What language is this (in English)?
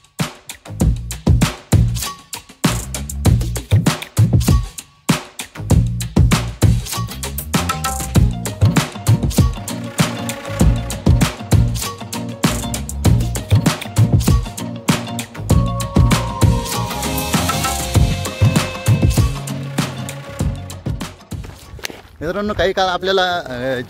Marathi